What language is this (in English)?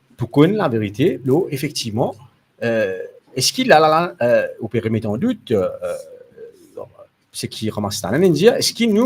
Morisyen